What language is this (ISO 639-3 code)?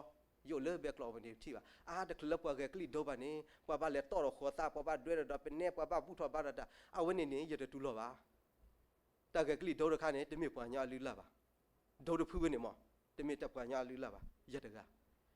ksw